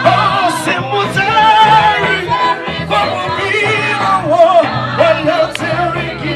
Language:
Tswana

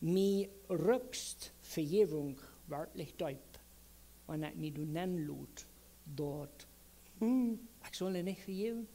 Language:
Plautdietsch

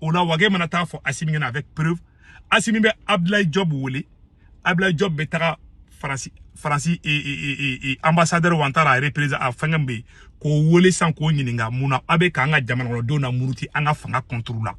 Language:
Bambara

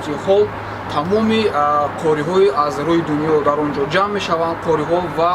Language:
Tajik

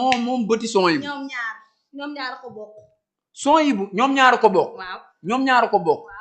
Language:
Wolof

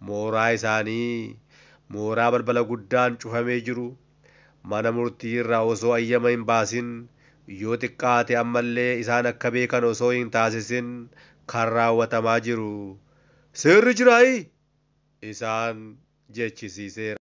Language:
Oromo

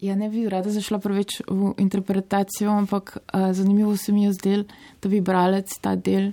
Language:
Slovenian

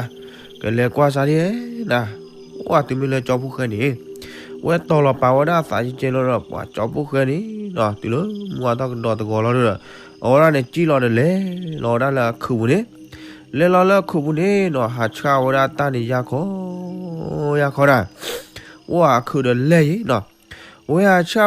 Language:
S'gaw Karen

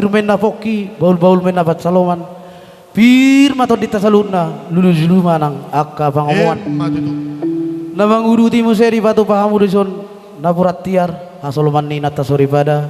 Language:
Batak Toba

